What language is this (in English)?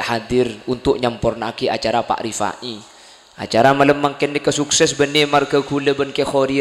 Madurese